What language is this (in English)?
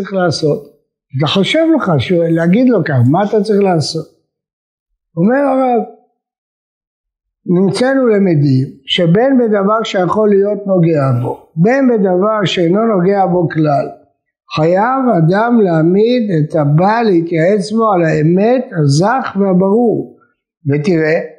Hebrew